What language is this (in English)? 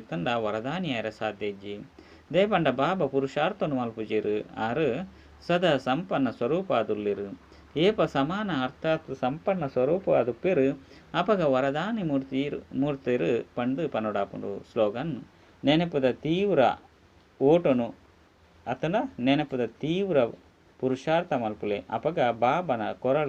Tulu